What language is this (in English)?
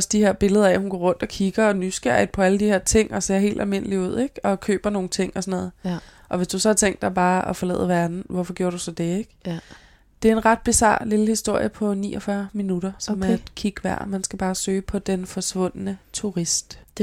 Danish